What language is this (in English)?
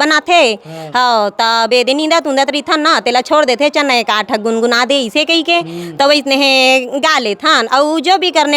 Chhattisgarhi